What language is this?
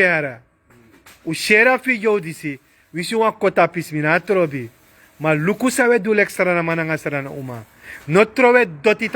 Sranan Tongo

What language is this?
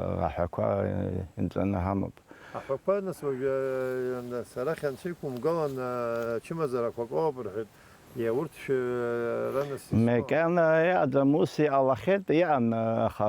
Abkhazian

